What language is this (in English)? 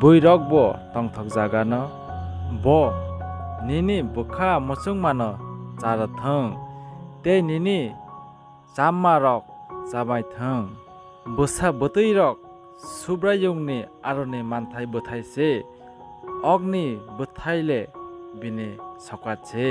Kok Borok